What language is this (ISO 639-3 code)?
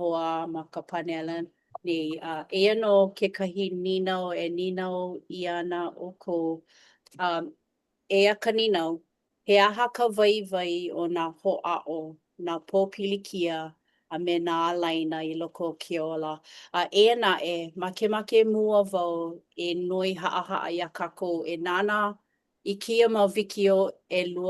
haw